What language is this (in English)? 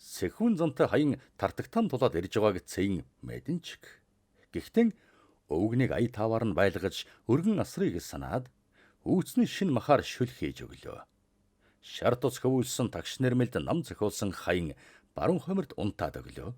Mongolian